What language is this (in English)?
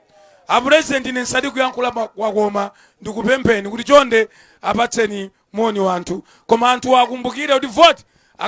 Nyanja